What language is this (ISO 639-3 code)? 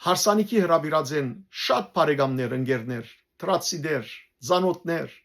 hyw